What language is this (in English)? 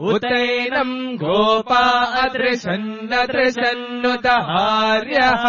Sanskrit